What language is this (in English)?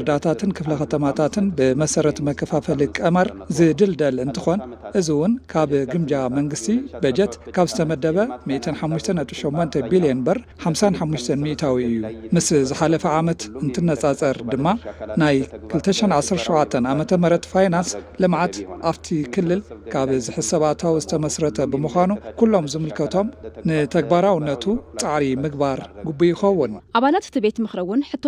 Tigrinya